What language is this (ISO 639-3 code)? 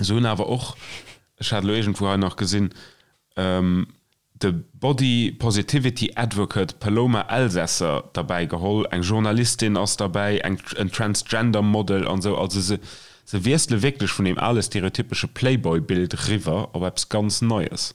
ltz